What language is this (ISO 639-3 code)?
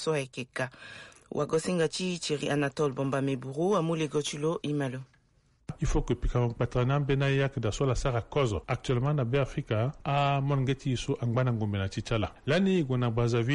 sag